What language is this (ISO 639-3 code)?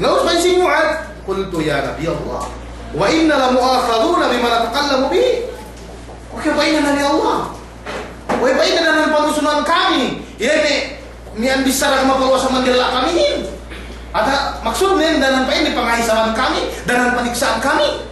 yka